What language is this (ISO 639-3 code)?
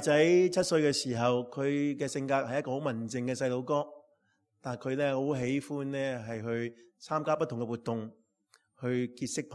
yue